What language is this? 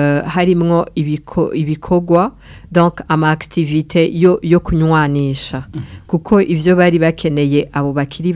Rundi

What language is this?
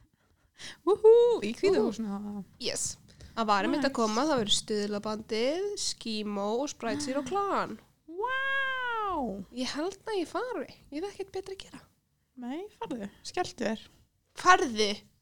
Icelandic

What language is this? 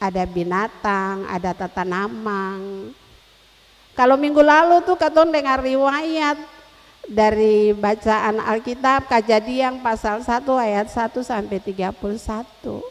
Ambonese Malay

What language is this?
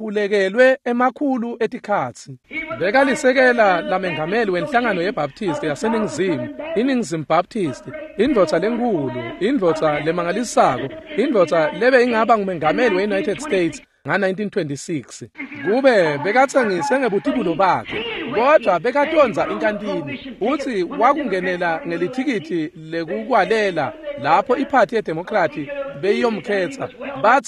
Swati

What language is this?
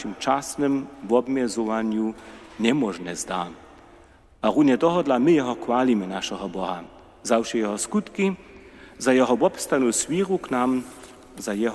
Upper Sorbian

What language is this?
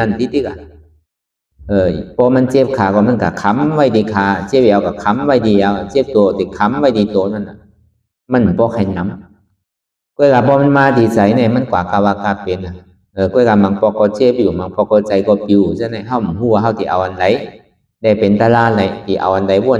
Shan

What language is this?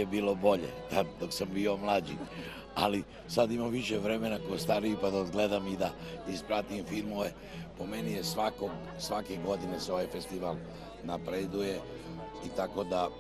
Serbian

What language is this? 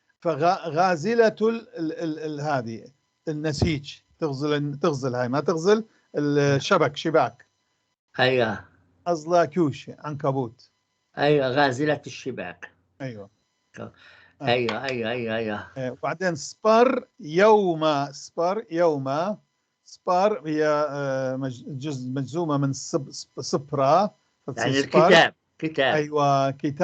North Levantine Arabic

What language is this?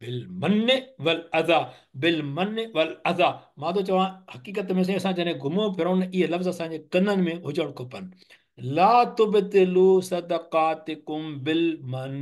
Sindhi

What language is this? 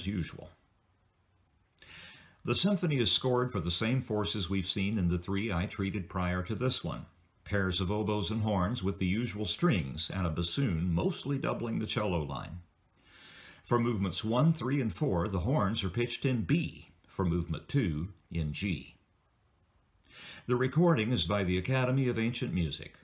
English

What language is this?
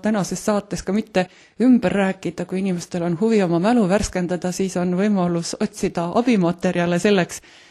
Estonian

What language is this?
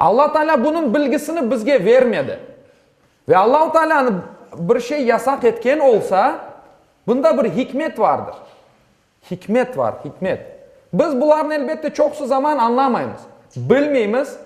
Crimean Tatar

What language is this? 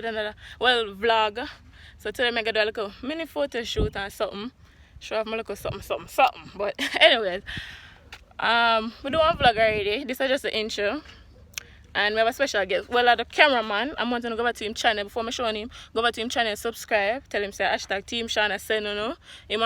Jamaican Creole English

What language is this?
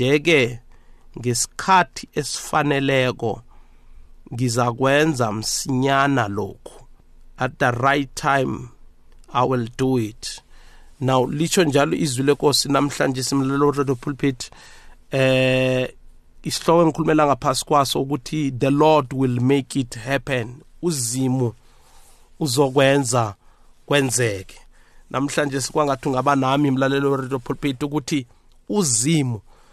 South Ndebele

